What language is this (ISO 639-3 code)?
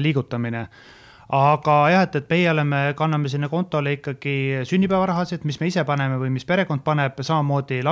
est